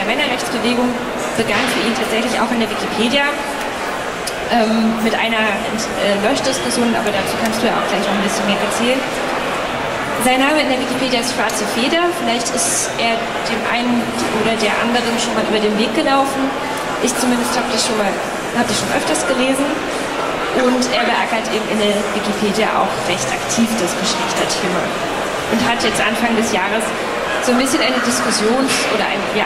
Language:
German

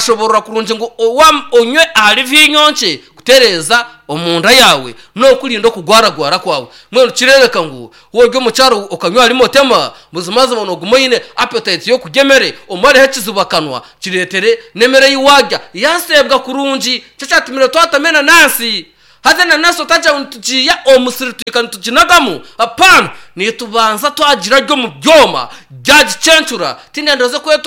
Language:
Nyankole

